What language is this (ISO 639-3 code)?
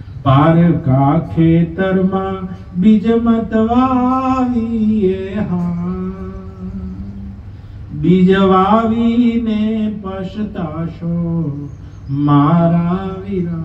guj